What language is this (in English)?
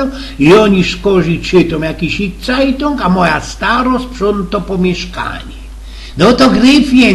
Silesian